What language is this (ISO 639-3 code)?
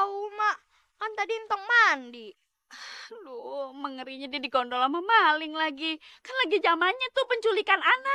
bew